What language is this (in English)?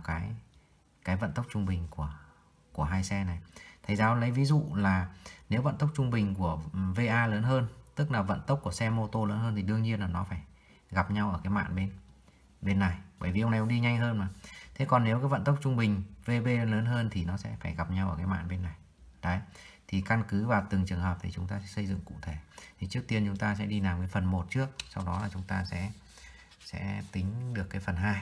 Vietnamese